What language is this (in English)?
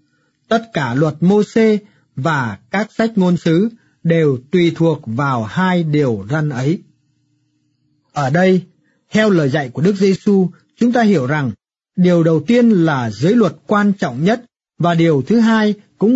Vietnamese